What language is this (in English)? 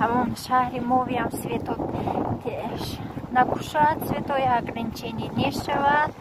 Tajik